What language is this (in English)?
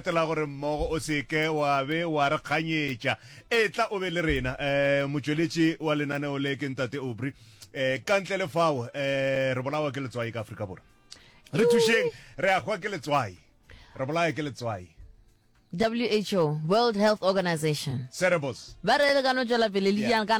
Northern Sotho